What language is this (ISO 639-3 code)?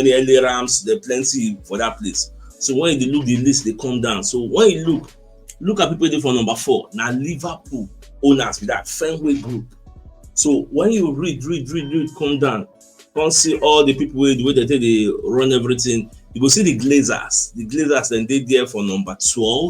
pcm